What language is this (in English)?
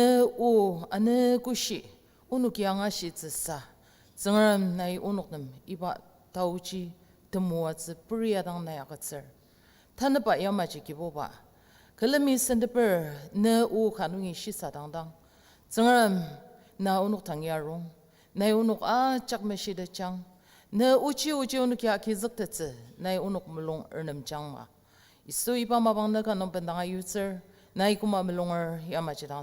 Ao Naga